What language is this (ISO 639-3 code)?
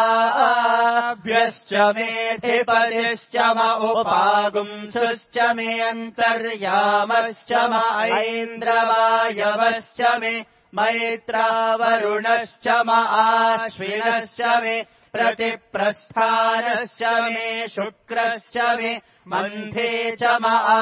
san